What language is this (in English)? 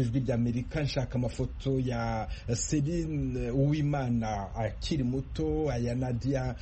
Kinyarwanda